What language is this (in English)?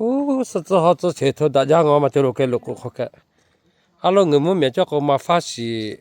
Lahu